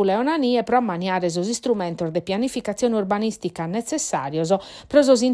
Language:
Sardinian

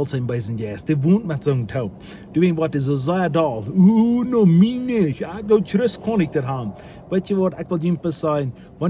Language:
Plautdietsch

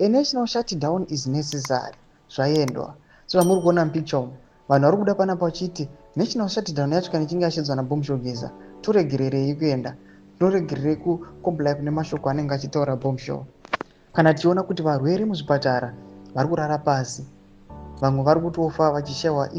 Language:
Shona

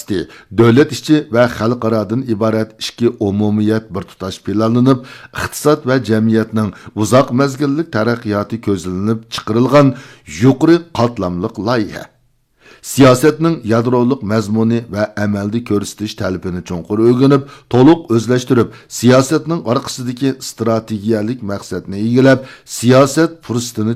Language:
Uyghur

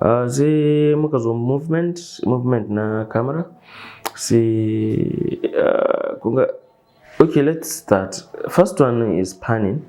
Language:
Hausa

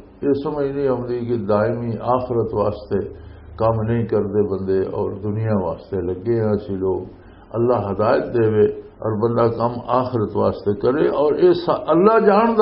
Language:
Western Panjabi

